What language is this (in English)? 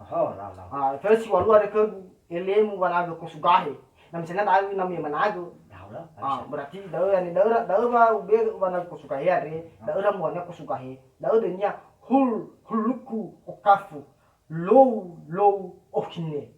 Nias